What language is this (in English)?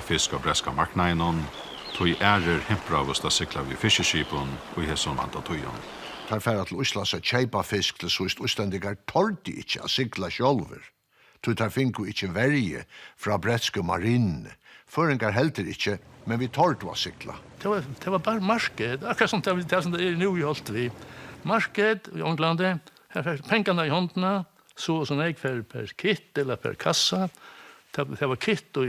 Faroese